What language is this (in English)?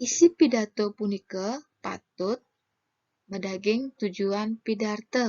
Balinese